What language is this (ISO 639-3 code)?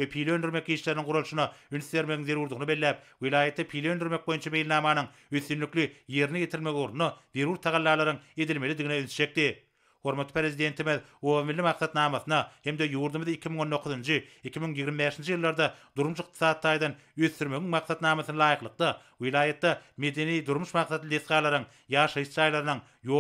tuk